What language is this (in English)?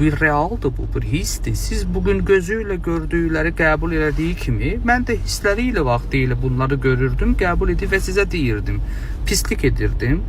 Azerbaijani